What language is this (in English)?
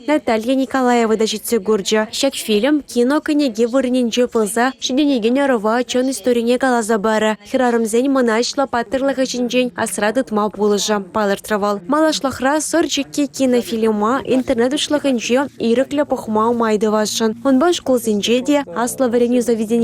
Chuvash